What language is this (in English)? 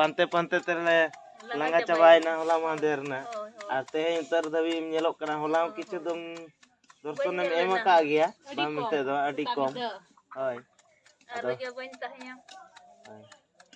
Santali